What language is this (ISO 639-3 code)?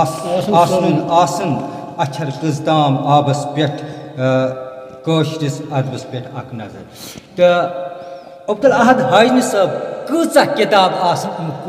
kas